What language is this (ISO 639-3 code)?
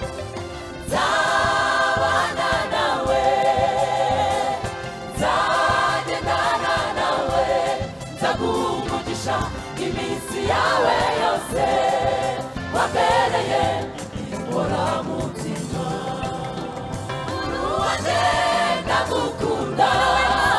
kin